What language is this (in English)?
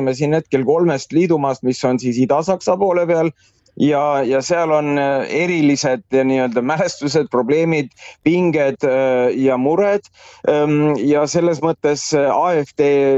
Estonian